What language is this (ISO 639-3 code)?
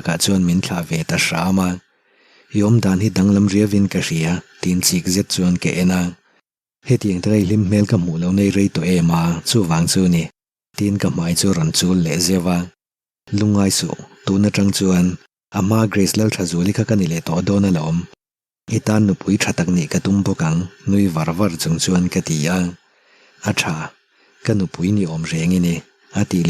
lus